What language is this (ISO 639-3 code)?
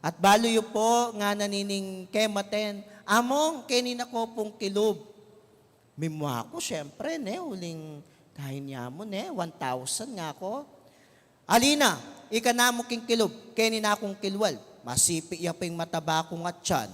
pam